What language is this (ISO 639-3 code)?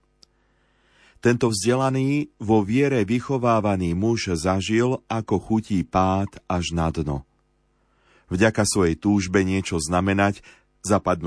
slk